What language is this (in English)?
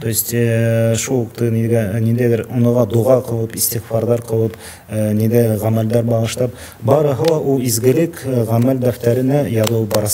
Bashkir